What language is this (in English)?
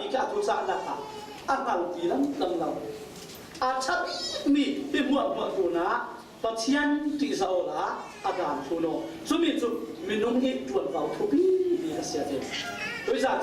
Falam Chin